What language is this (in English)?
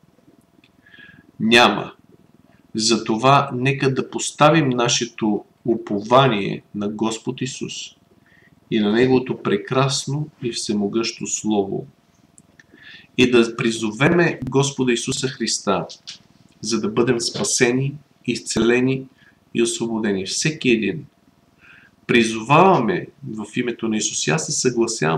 Bulgarian